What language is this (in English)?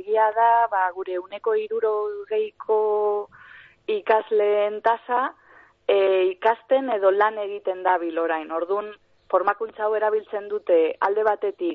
Basque